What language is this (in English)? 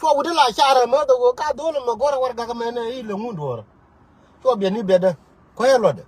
Nuer